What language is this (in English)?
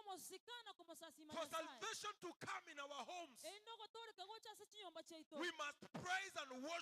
Gusii